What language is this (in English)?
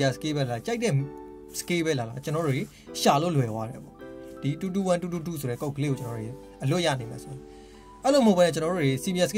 Burmese